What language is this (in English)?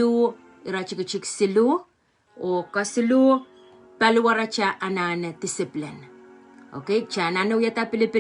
Pohnpeian